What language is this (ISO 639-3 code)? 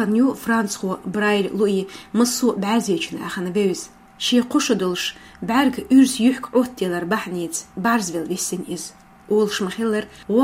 che